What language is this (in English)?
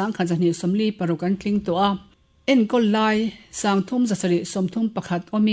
Mizo